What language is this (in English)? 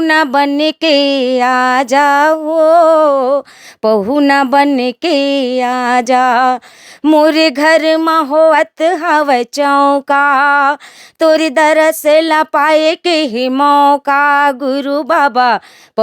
Chhattisgarhi